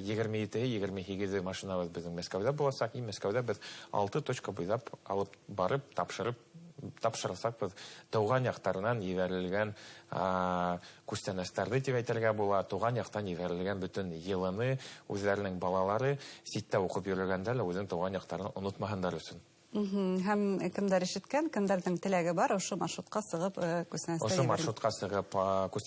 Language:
Bashkir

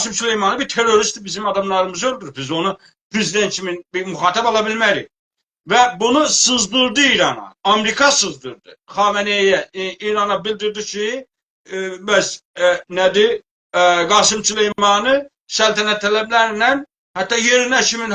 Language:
South Azerbaijani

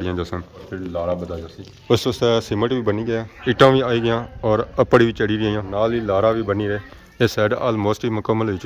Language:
Pahari-Potwari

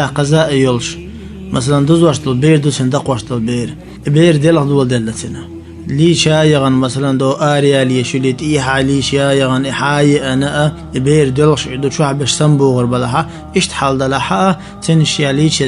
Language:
Chechen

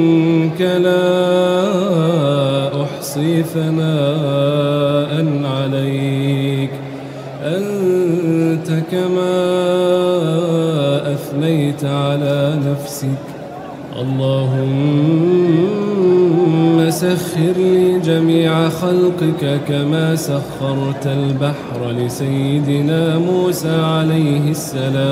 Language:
Arabic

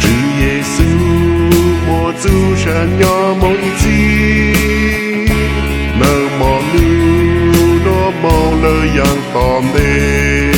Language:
Hmong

